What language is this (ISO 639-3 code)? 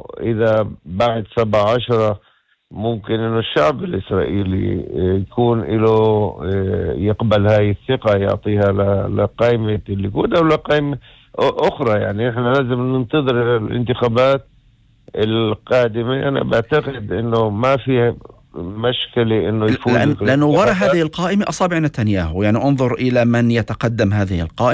apc